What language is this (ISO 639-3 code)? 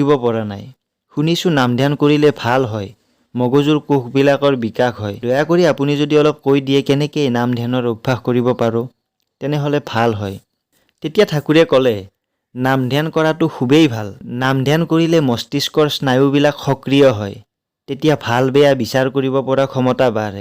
asm